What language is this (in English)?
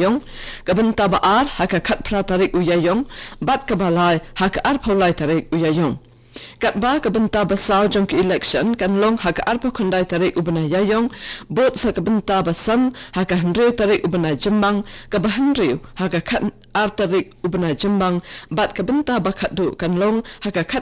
Khasi